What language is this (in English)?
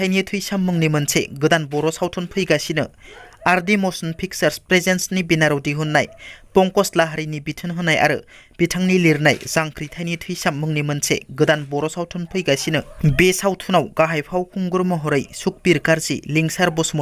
Bodo